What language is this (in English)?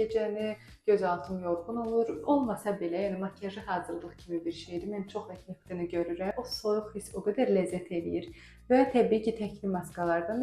Azerbaijani